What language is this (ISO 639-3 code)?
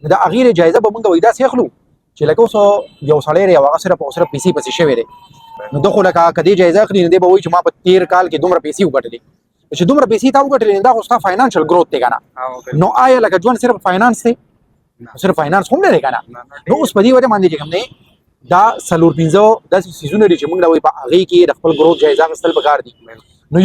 pus